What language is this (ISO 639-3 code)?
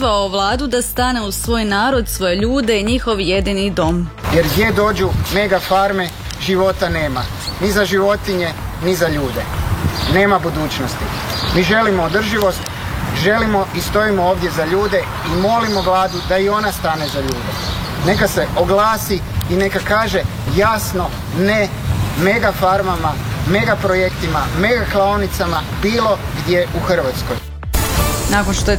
hrv